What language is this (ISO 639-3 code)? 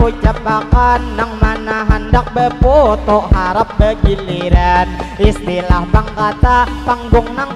bjn